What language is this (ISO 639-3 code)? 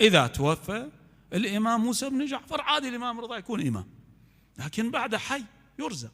acm